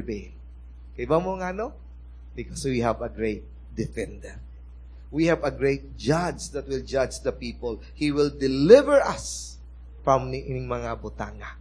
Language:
Cebuano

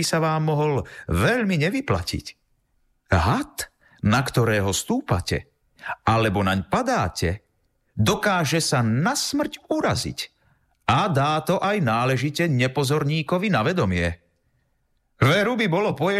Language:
Slovak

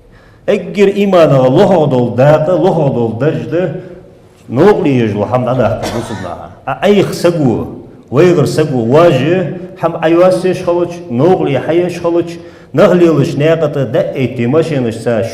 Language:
Ingush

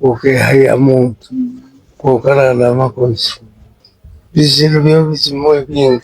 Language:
Luba-Katanga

